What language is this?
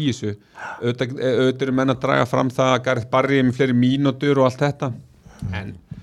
Icelandic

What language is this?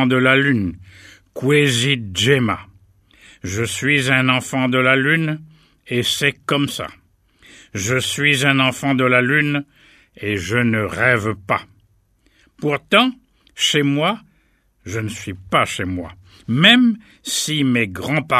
French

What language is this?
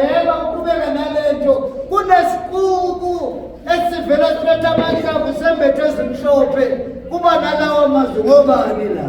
Zulu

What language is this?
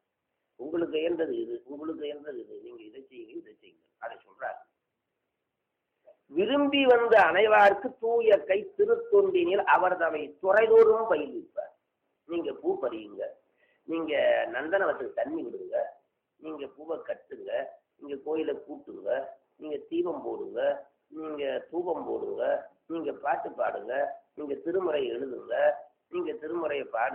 Tamil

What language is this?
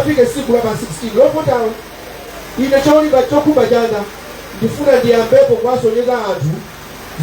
Nyanja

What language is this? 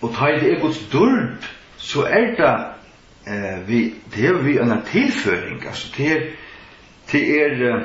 Faroese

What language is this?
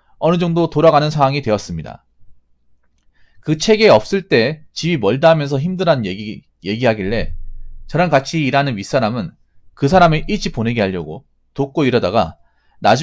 Korean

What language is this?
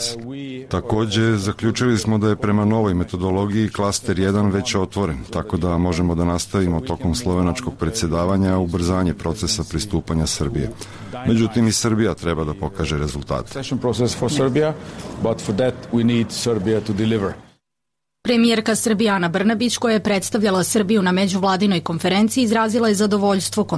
Serbian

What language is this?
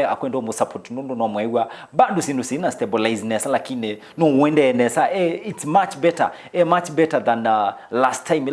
Kamba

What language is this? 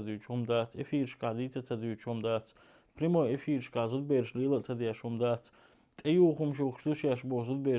Chechen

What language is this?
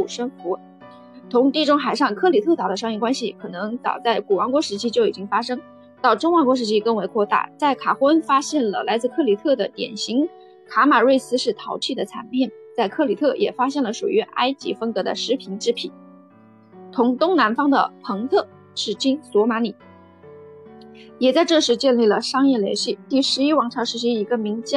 Chinese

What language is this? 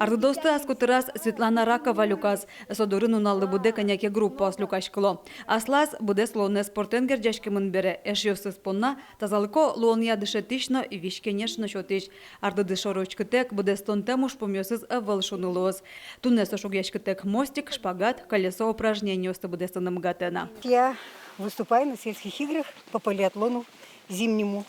Udmurt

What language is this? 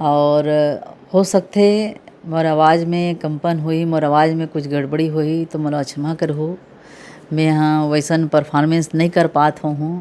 Chhattisgarhi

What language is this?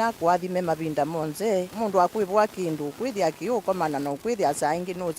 Kamba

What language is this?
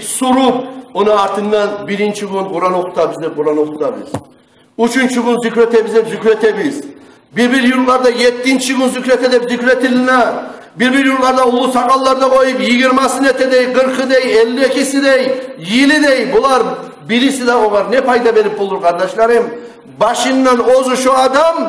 Kumyk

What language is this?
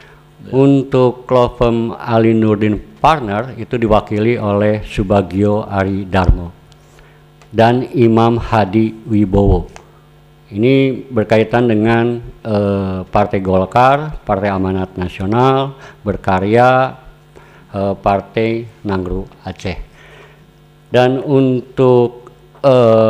Indonesian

